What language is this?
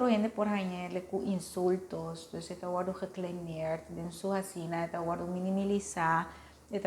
Papiamento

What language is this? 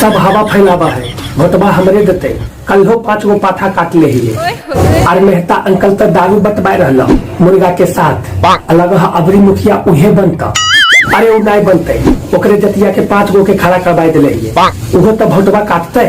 Magahi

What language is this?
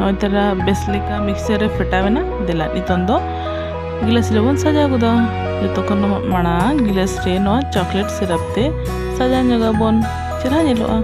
Santali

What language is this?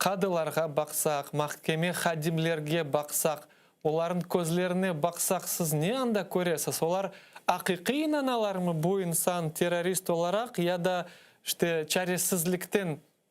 Crimean Tatar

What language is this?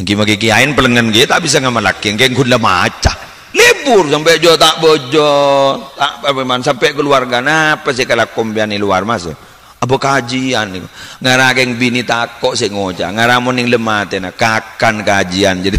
Madurese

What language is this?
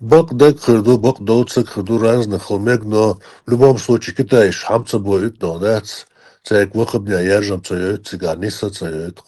Chechen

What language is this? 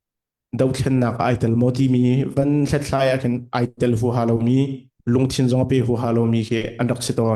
Hakha Chin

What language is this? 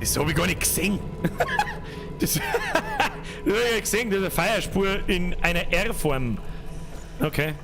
Bavarian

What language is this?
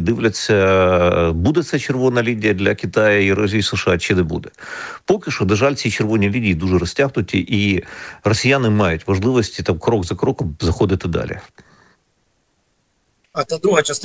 Ukrainian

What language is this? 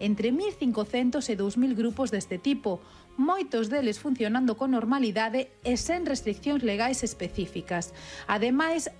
Galician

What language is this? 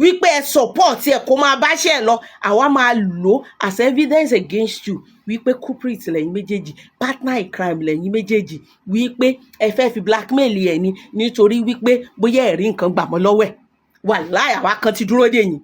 Yoruba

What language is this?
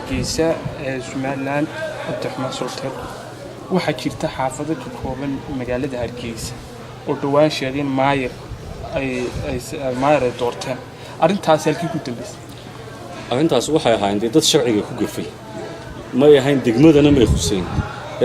Somali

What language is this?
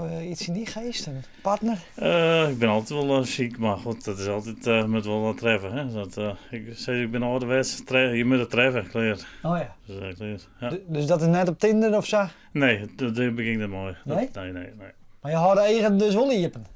Western Frisian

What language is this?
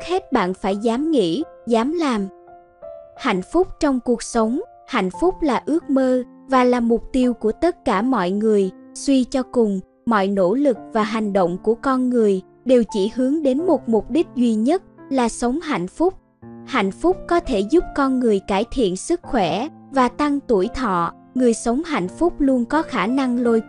Vietnamese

